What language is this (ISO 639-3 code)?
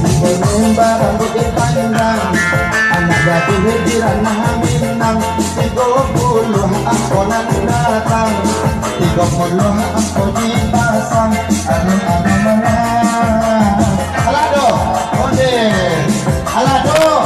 min